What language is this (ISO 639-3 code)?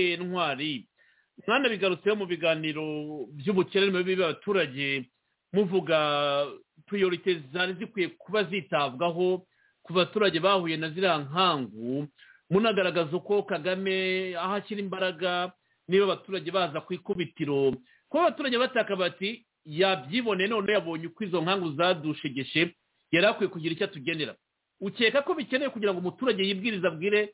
kin